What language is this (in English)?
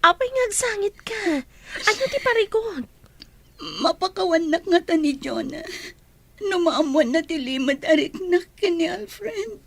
Iloko